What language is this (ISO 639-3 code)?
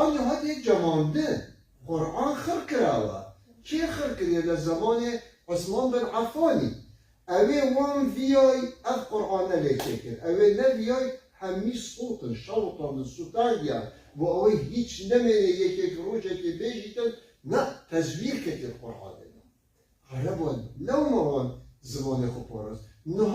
kur